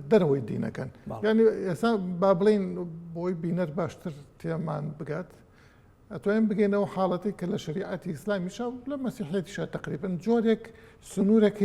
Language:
Central Kurdish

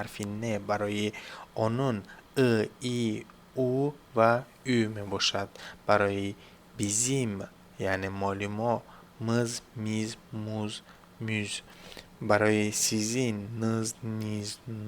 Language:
Tajik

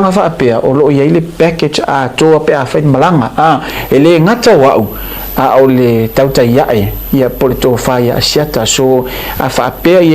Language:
Samoan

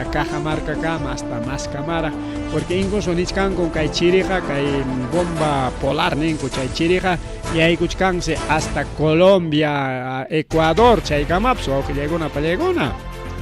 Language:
Ayacucho Quechua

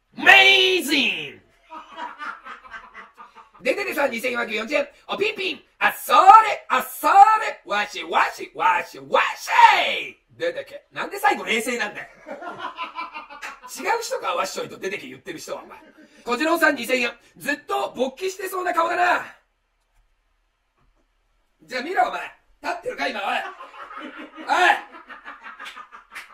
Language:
Japanese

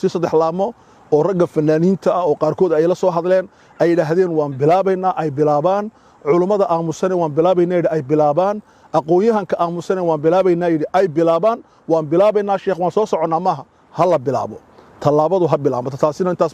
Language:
Somali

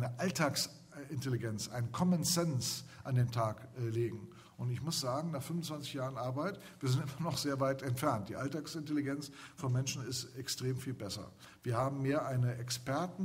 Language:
German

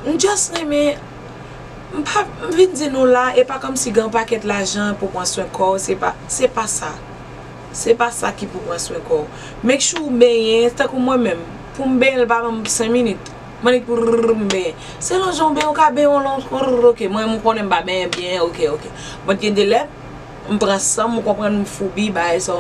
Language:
Haitian Creole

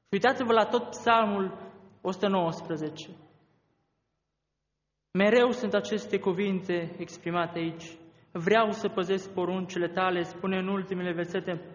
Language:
Romanian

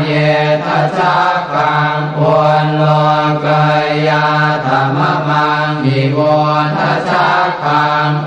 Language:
Pali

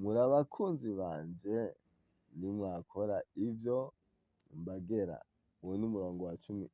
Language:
Rundi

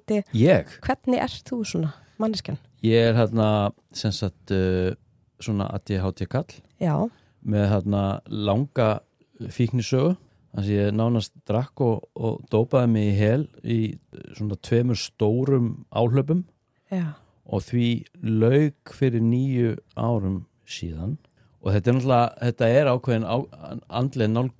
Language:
Icelandic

